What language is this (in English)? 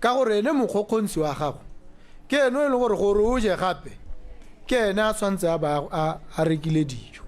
Tswana